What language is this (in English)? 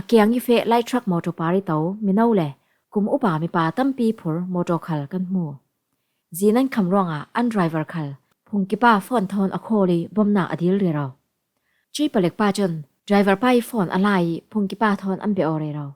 Falam Chin